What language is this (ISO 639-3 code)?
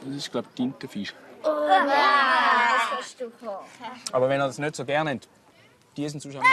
gsw